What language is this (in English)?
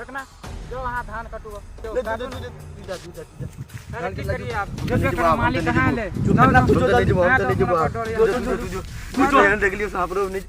Maithili